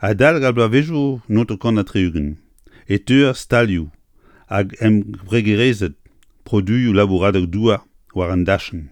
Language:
Breton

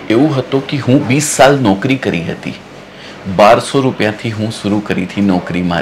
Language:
Gujarati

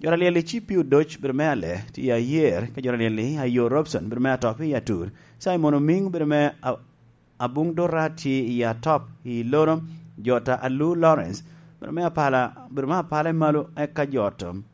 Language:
Lango (Uganda)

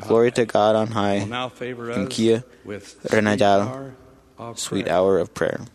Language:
Marshallese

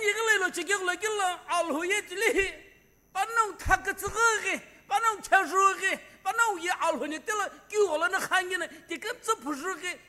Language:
Sumi Naga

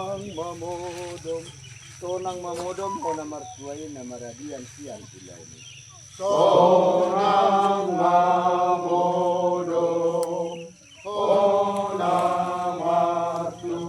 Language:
Batak Toba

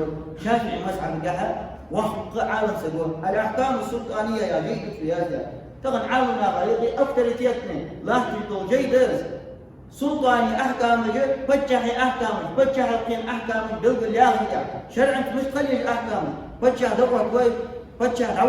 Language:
Ingush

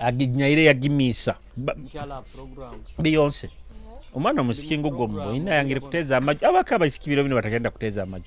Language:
Nyoro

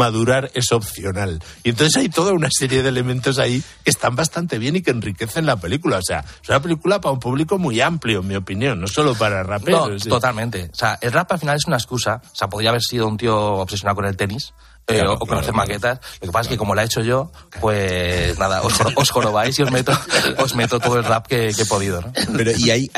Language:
Spanish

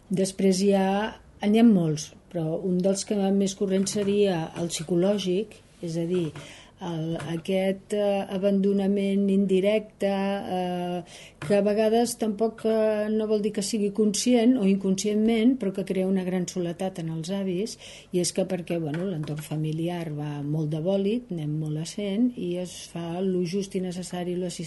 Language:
Catalan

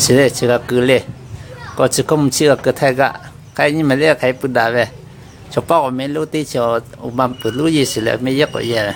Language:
Lahu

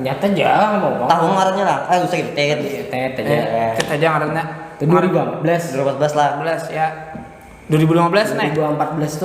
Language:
Banjar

